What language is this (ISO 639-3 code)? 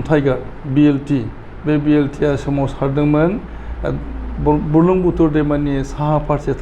brx